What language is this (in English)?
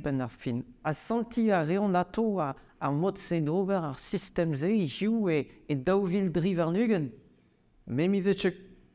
Breton